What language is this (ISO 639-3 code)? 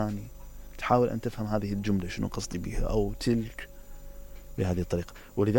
acm